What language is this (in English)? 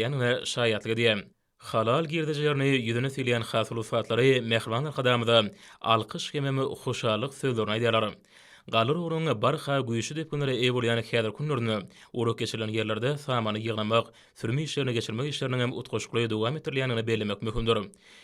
Turkmen